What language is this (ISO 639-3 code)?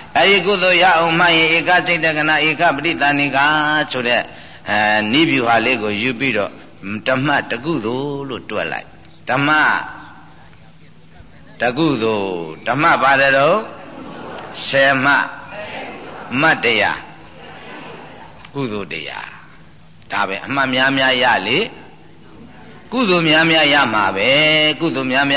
mya